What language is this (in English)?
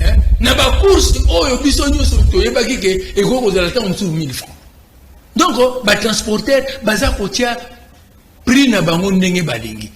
Lingala